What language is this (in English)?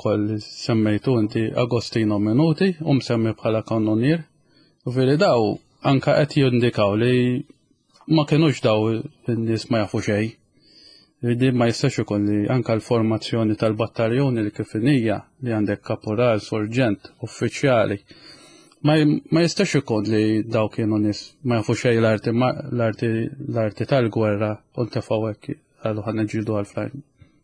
Maltese